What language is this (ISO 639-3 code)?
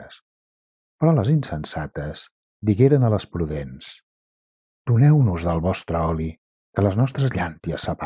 cat